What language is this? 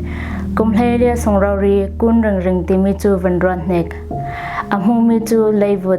Falam Chin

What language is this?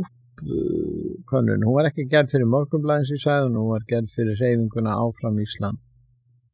Icelandic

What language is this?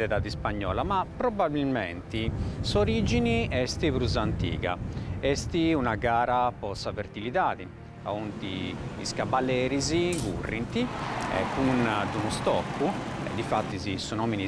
Sardinian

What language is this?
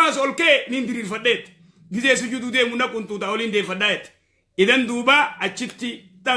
Oromo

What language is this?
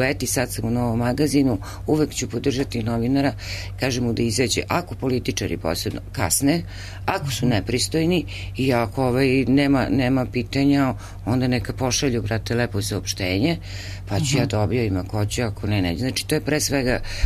Serbian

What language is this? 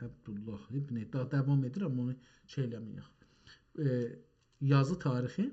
South Azerbaijani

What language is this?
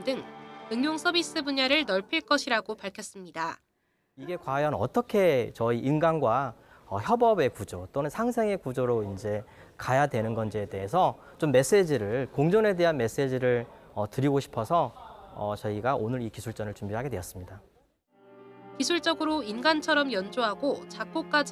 Korean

